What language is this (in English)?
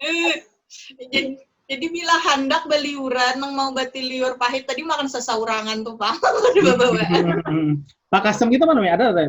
Banjar